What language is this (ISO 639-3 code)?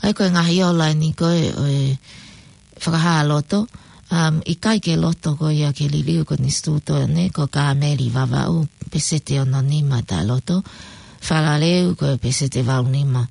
ton